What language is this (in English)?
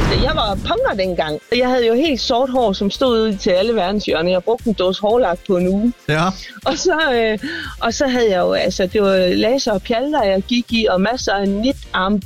Danish